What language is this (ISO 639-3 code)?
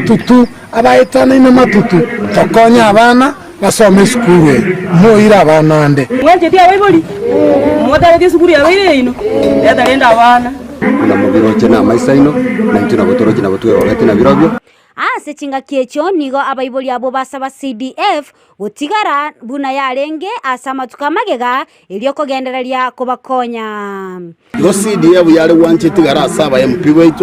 guz